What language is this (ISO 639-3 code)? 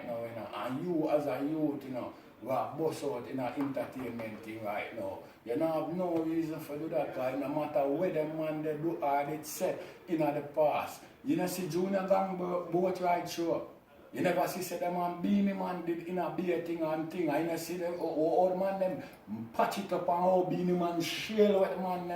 jam